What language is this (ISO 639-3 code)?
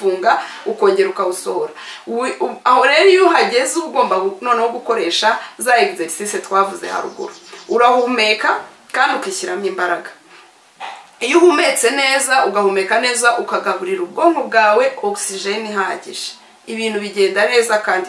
kin